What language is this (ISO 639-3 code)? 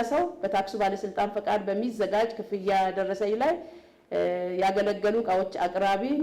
amh